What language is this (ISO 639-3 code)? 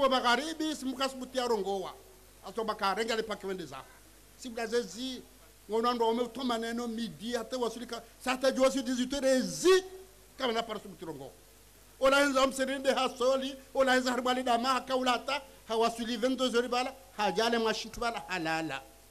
zdj